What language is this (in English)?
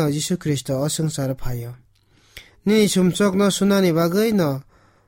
Kok Borok